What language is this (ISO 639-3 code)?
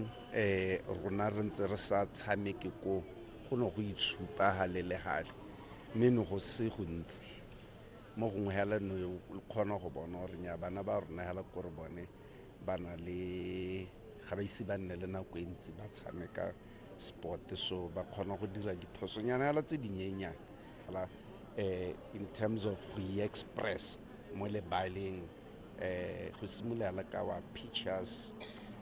tsn